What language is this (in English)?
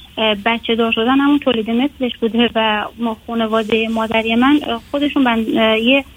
Persian